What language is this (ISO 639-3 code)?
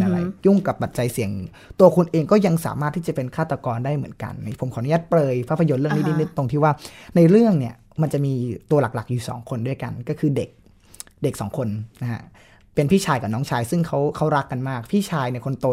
tha